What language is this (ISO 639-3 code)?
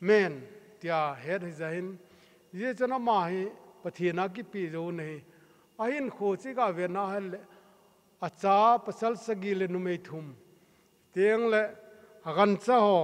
tcz